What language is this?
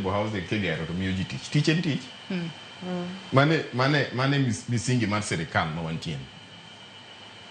Luo (Kenya and Tanzania)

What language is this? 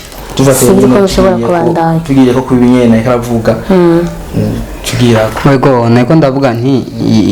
Rundi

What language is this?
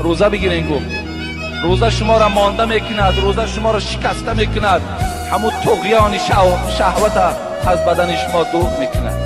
Tajik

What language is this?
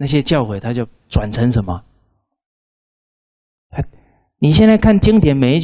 Chinese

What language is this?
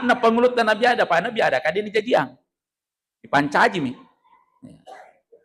Buginese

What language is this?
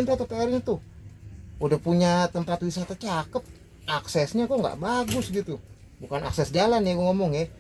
Betawi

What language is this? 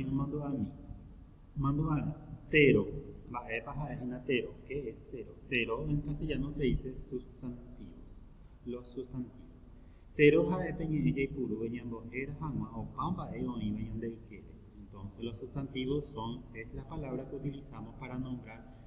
Guarani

